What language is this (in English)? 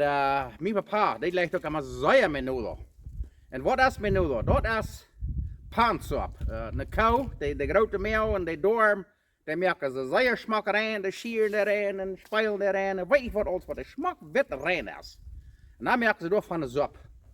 Plautdietsch